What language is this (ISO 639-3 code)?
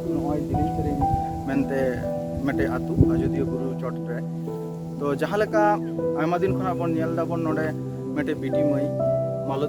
sat